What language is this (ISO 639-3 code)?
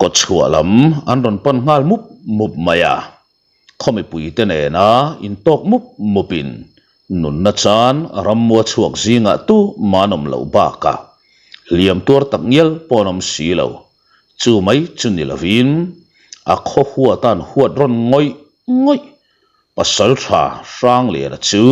lus